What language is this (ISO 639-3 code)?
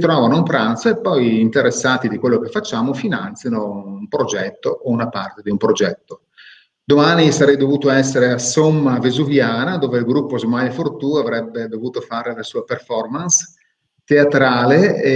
ita